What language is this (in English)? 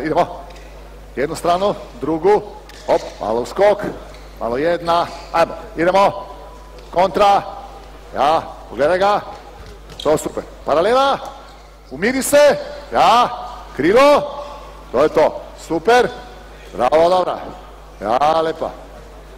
Croatian